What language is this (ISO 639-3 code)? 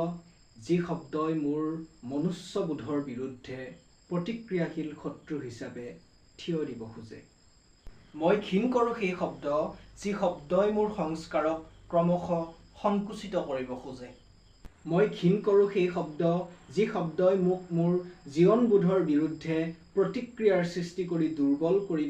asm